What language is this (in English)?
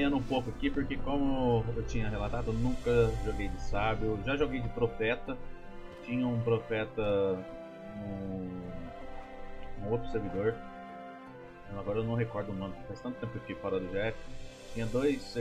Portuguese